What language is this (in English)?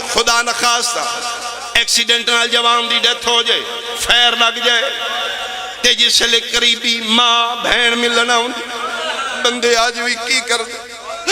Pahari-Potwari